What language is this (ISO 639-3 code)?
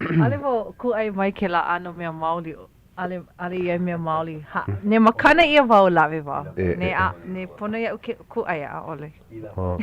haw